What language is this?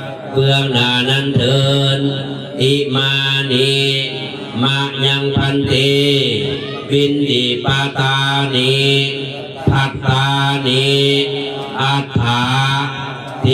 Pali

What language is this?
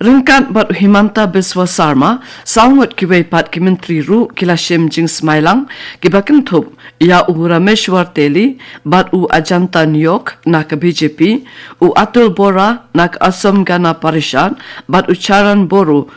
Khasi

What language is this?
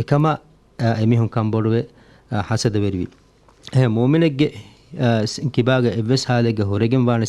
Divehi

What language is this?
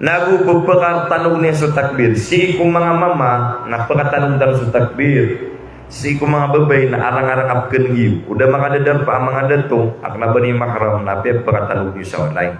Maranao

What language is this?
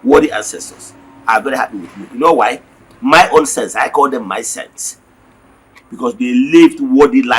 Igbo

